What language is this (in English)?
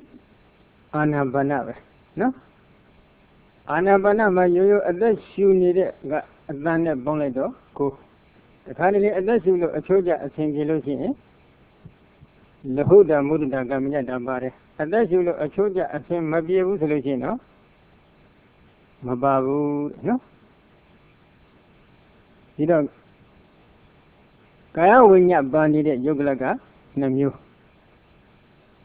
Burmese